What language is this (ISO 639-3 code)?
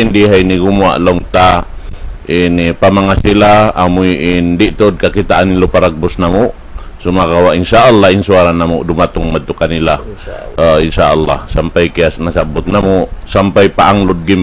tsg